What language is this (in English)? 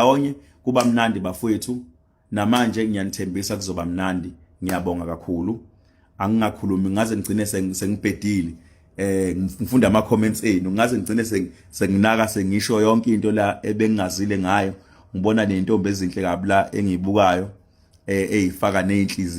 Zulu